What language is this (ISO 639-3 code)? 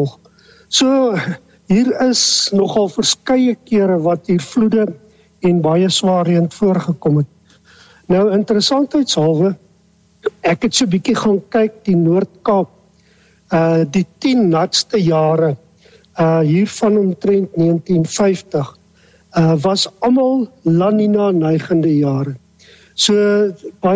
afr